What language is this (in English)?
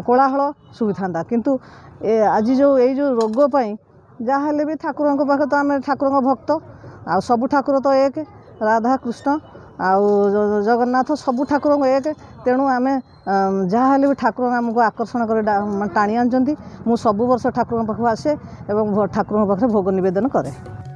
Odia